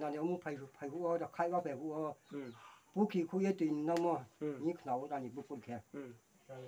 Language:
Riang (India)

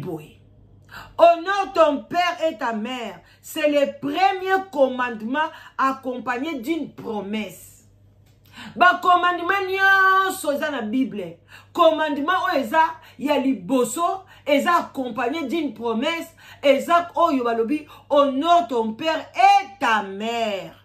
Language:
Lingala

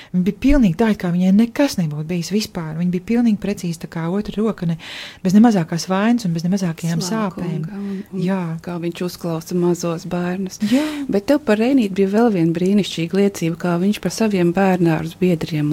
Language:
Latvian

